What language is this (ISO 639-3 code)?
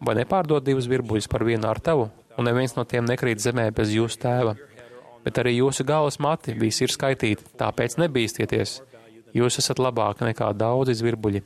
lav